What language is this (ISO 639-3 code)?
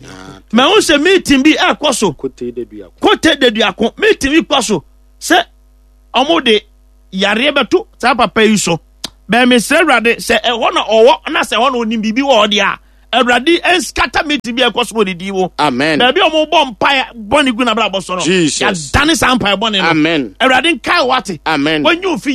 aka